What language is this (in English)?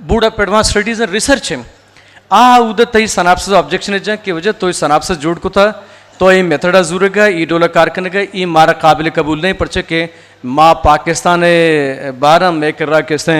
Eastern Balochi